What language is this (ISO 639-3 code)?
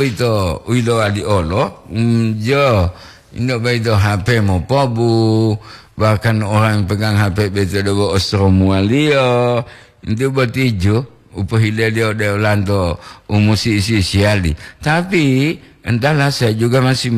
gor